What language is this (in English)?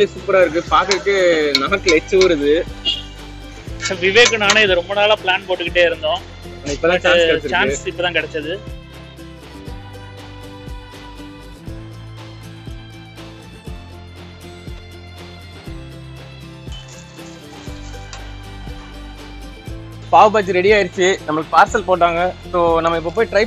Tamil